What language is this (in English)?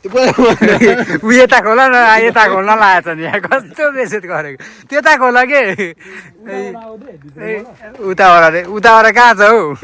Nepali